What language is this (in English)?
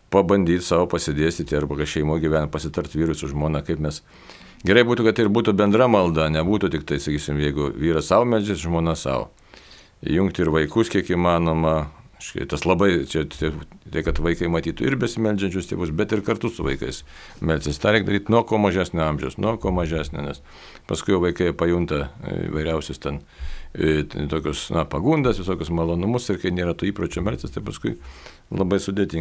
Lithuanian